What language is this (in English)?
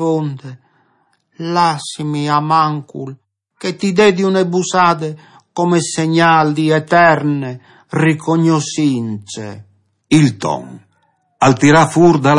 Friulian